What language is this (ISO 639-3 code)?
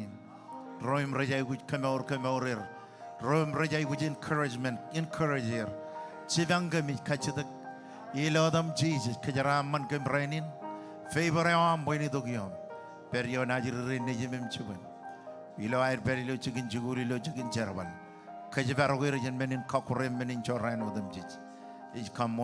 mah